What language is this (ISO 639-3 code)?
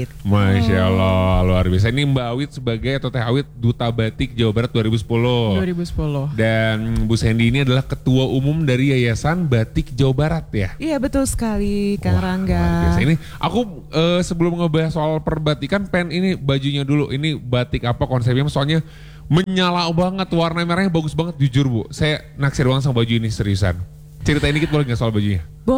ind